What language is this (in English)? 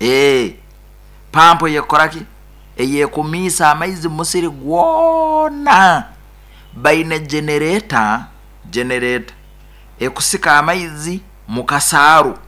Nyoro